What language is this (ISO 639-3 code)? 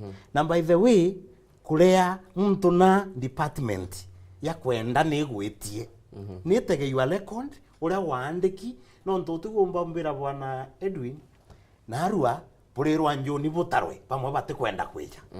mer